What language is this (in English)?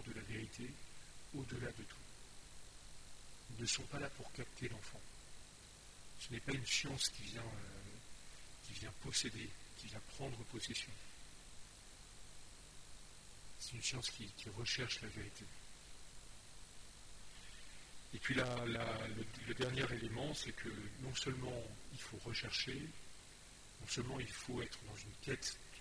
French